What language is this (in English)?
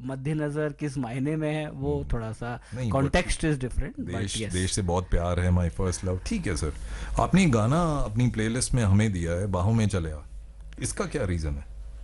Hindi